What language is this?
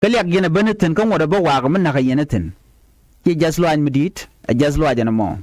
Nuer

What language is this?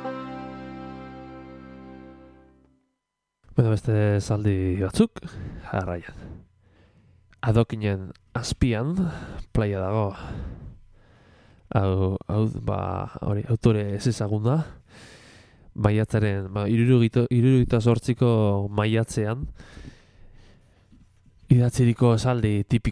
Basque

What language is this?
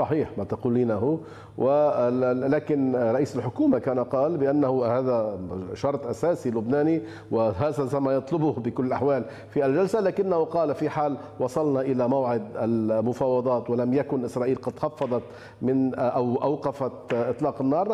Arabic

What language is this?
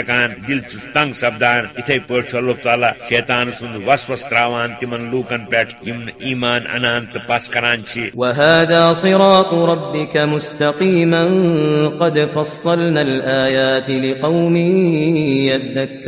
Kashmiri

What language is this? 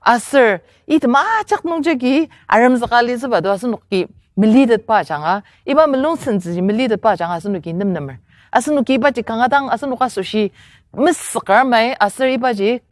Ao Naga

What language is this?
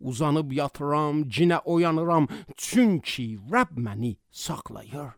Azerbaijani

